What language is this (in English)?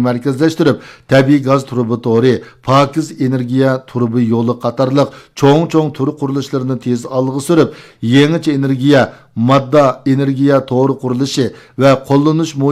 Uyghur